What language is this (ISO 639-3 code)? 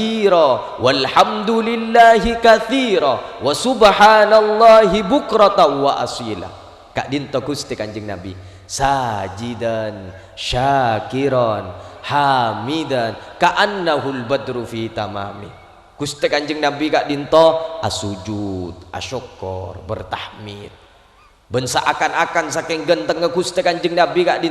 mad